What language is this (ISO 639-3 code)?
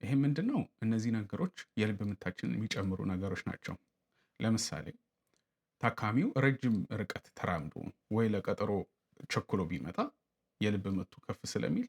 amh